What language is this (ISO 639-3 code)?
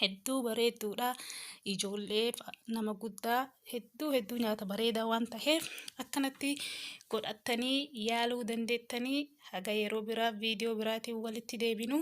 orm